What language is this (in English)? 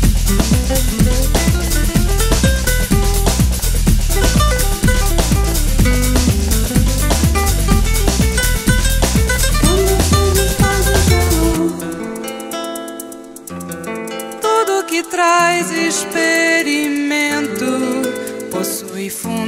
Portuguese